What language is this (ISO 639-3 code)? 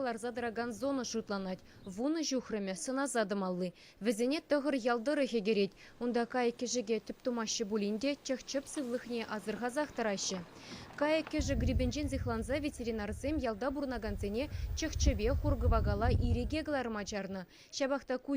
chv